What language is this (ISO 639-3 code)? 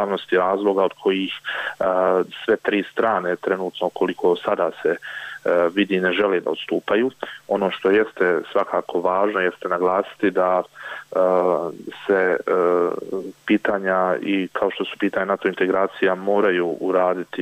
bos